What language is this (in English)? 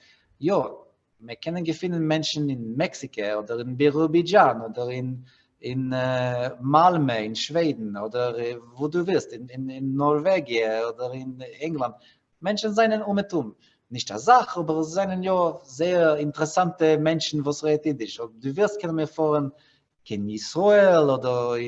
Yiddish